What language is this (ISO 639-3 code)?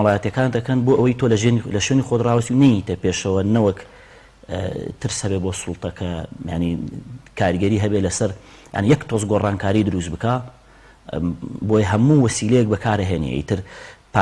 ckb